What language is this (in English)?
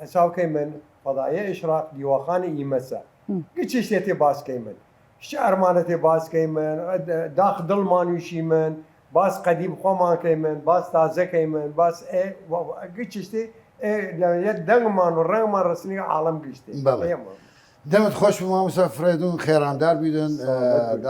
Southern Kurdish